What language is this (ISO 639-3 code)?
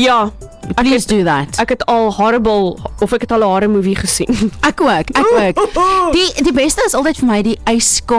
afr